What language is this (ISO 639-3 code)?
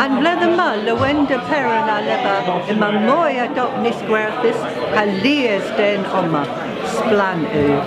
cor